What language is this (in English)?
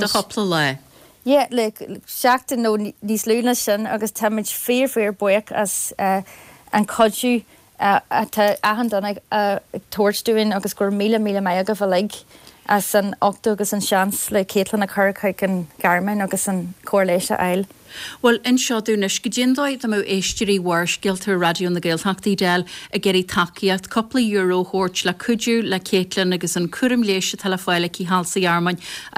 Irish